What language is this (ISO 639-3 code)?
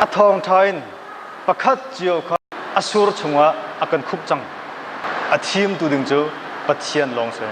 cnh